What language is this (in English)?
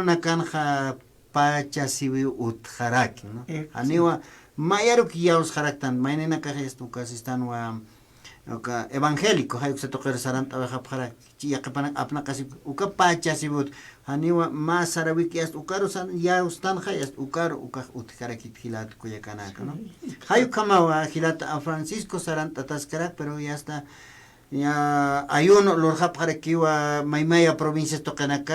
Aymara